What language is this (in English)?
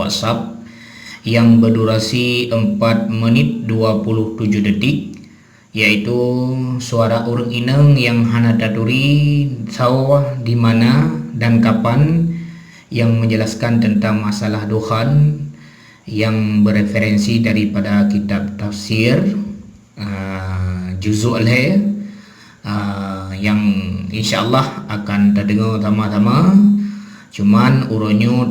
Achinese